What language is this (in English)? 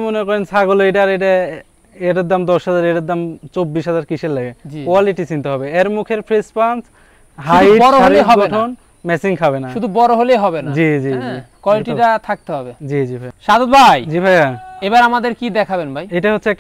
Bangla